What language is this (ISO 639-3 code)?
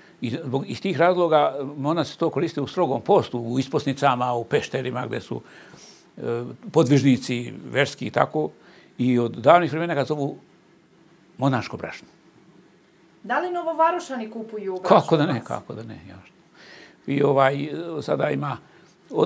srp